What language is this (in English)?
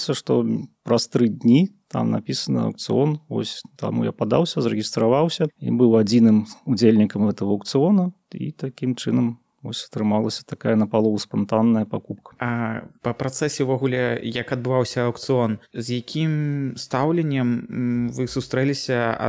Belarusian